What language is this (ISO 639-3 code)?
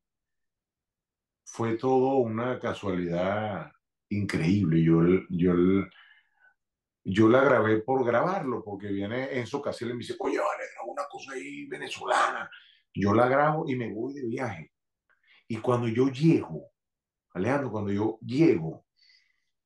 spa